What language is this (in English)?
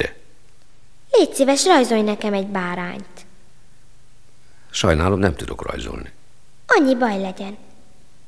Hungarian